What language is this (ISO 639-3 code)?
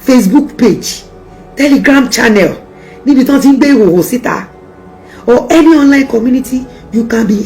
yor